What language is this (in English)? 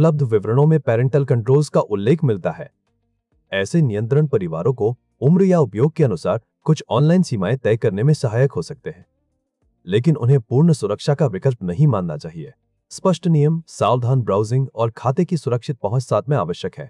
Hindi